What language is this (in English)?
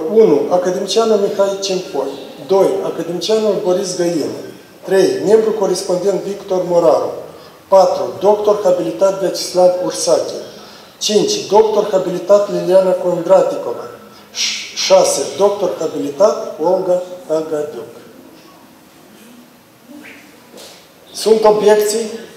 Romanian